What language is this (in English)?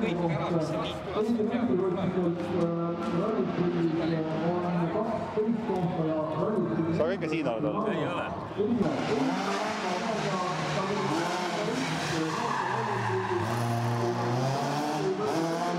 Estonian